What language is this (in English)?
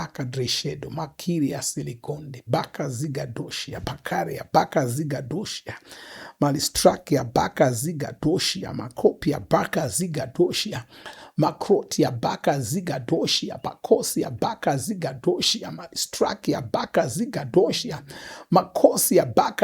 Shona